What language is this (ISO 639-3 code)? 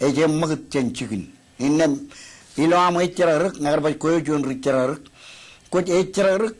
mah